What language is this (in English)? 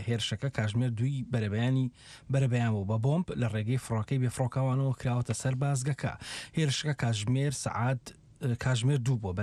Central Kurdish